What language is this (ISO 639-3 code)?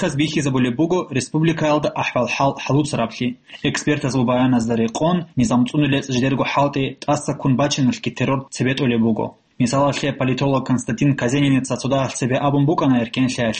ava